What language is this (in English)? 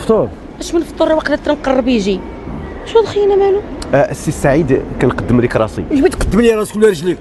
Moroccan Arabic